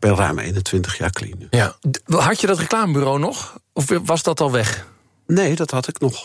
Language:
Dutch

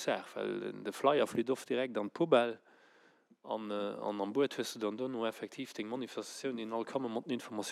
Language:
Luxembourgish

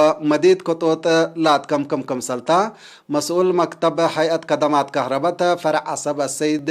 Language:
Tigre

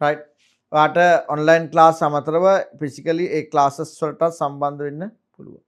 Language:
Sinhala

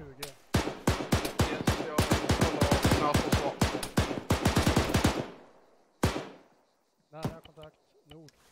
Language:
Swedish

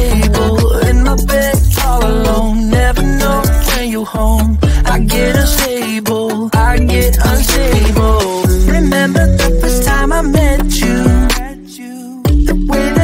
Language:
English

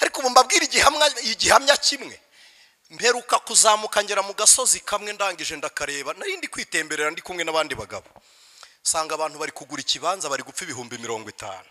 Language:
Kinyarwanda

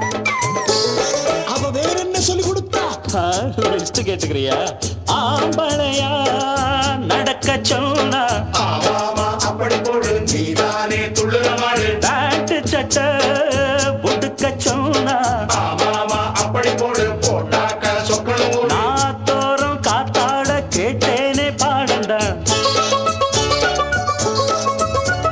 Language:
Tamil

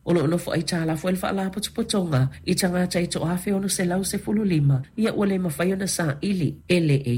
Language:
Samoan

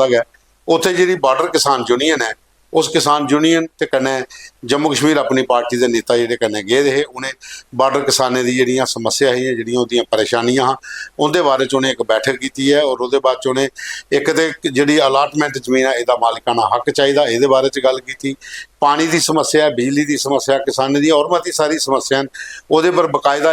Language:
Dogri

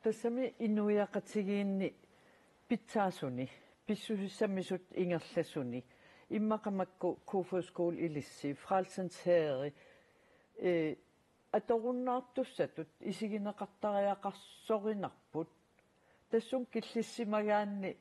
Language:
Kalaallisut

